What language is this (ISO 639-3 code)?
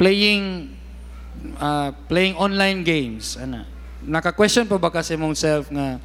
ceb